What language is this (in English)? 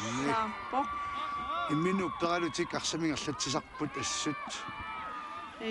Kalaallisut